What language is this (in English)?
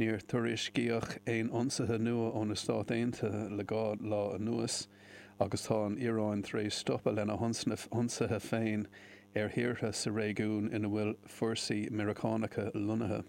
Irish